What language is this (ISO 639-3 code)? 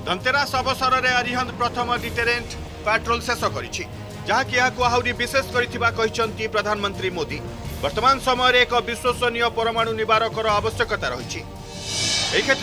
ori